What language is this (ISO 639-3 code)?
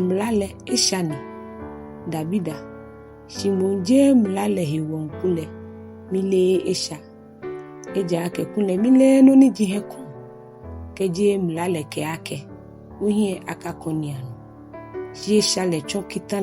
gaa